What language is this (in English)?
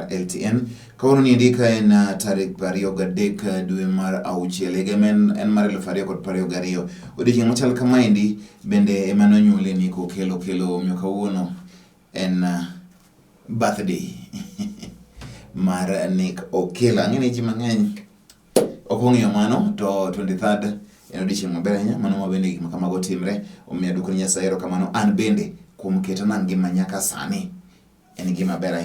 Luo (Kenya and Tanzania)